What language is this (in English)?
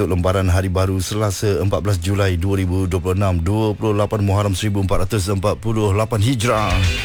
Malay